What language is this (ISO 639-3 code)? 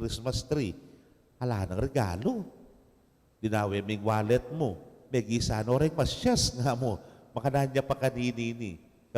pam